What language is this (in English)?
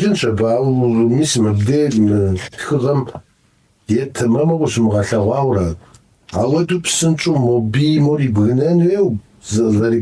Kabardian